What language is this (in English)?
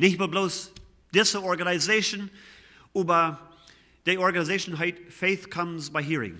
Plautdietsch